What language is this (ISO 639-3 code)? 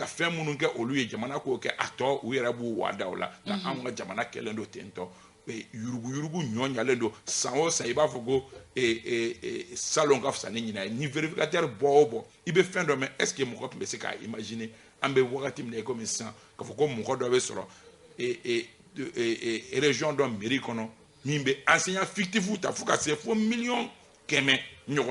bam